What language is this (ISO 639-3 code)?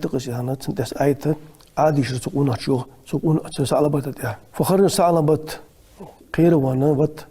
inh